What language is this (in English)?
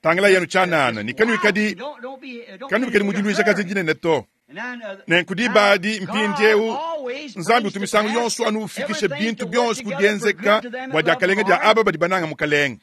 Luba-Lulua